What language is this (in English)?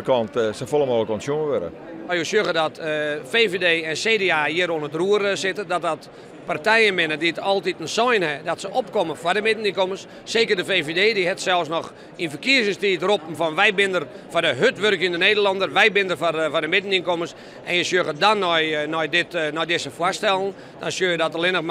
Western Frisian